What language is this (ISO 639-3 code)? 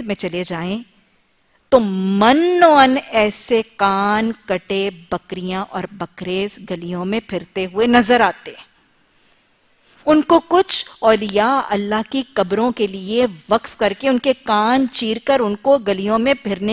urd